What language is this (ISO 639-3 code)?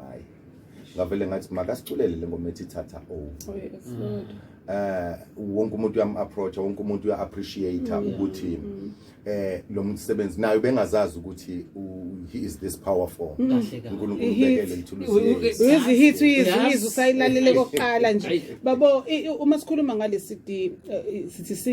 zul